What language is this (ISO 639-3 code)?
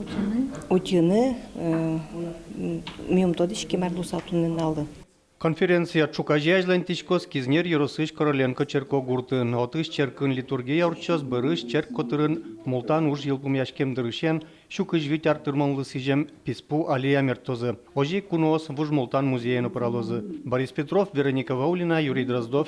udm